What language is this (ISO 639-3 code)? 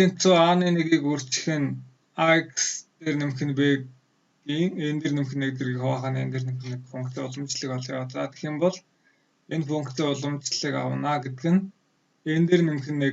mon